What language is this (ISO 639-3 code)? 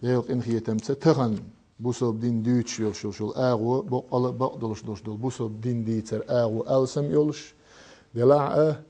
che